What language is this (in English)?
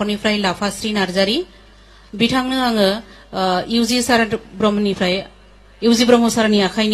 Bodo